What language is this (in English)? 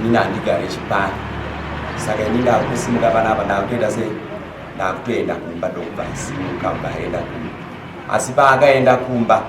Shona